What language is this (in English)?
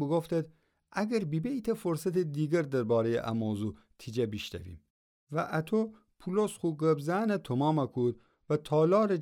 Gilaki